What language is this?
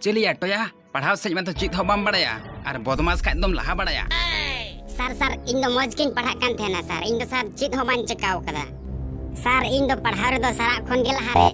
Santali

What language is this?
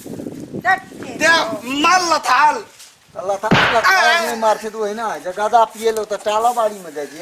Maithili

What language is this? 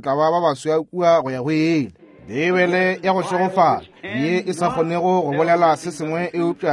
Northern Sotho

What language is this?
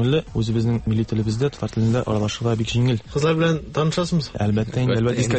Tatar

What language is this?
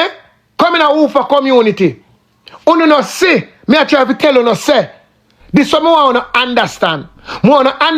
Jamaican Creole English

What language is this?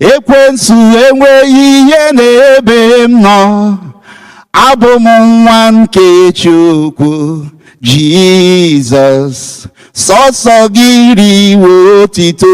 Igbo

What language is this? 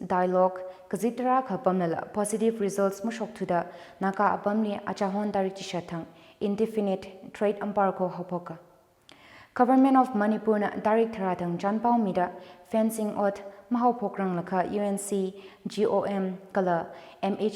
Tangkhul Naga (India)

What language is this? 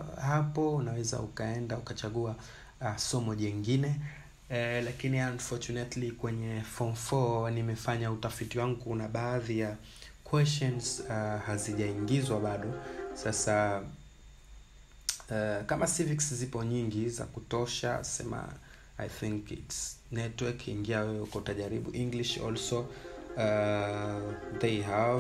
Swahili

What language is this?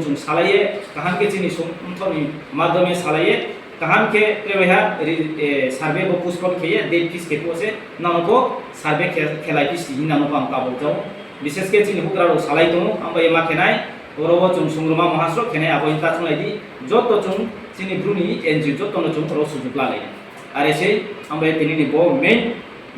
Riang (India)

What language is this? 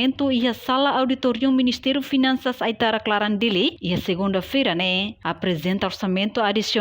Tetum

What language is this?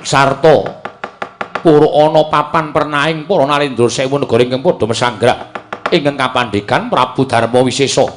Javanese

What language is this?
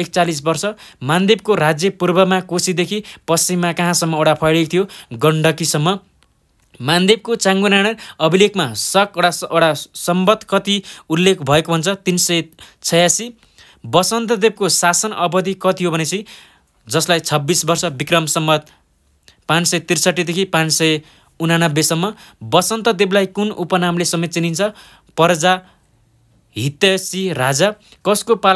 Nepali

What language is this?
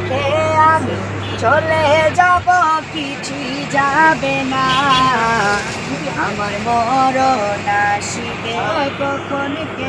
Bangla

